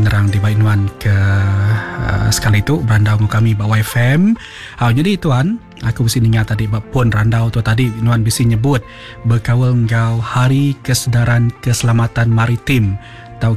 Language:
Iban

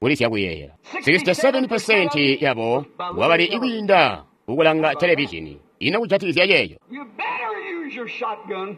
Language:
Tonga (Zambia)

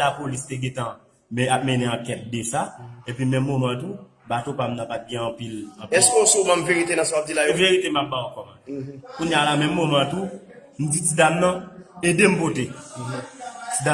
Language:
Haitian Creole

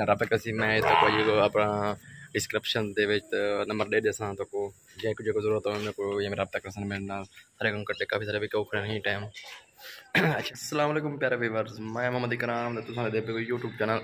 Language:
Saraiki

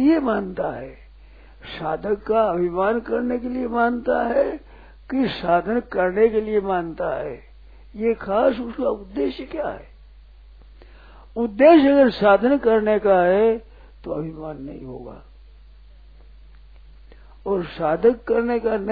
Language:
Hindi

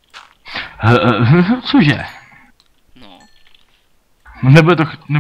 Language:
Czech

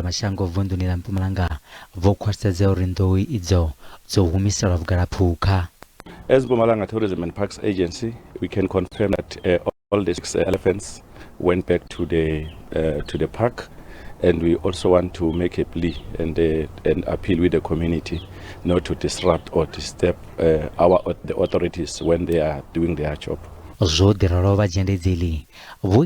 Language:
Venda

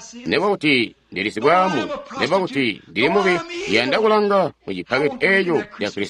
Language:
Tonga (Zambia)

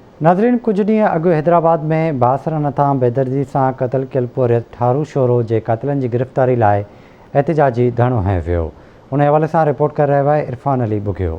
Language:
Sindhi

